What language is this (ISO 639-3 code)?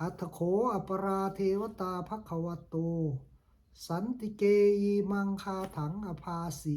pli